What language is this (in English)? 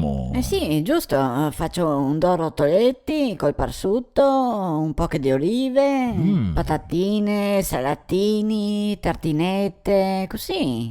Venetian